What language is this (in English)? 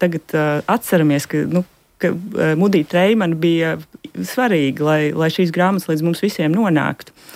Latvian